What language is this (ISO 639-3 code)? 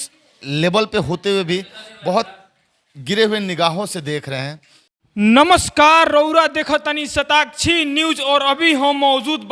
bho